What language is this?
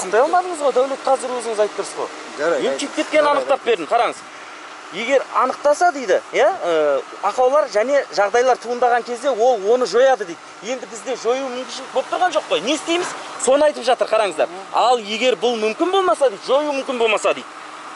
Kazakh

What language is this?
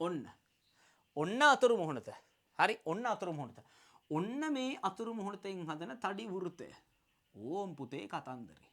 Sinhala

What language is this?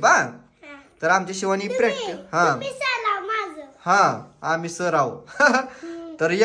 Marathi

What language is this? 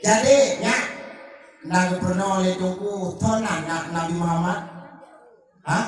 Achinese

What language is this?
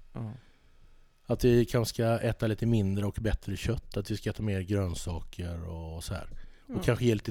Swedish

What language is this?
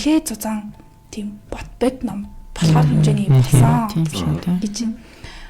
Mongolian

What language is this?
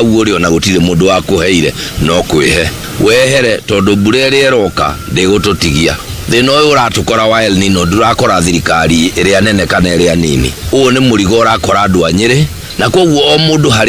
Kikuyu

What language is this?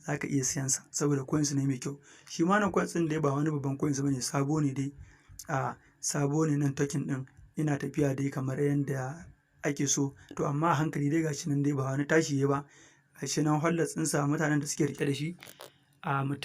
Hausa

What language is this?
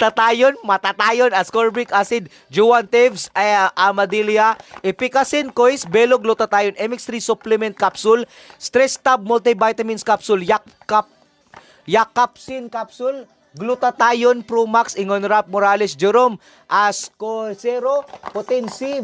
Cebuano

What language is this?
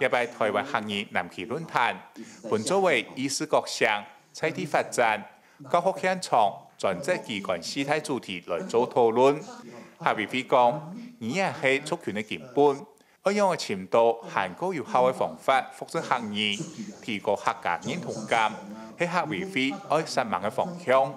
Hakka Chinese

